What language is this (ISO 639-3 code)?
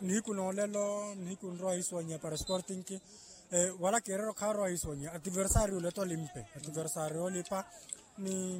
vmw